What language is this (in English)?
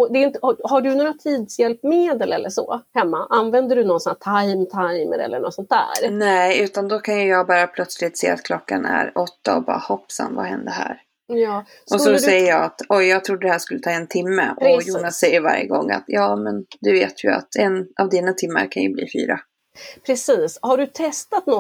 Swedish